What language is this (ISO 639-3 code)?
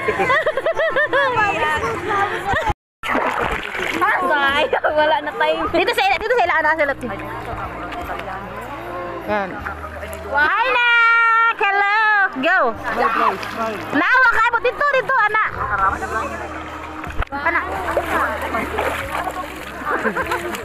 fil